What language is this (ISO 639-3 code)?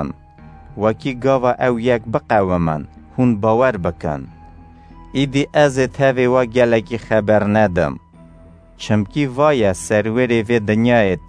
kur